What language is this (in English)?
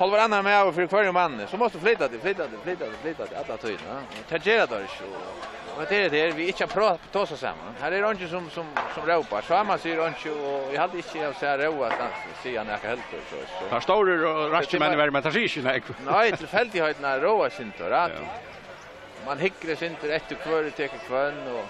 Faroese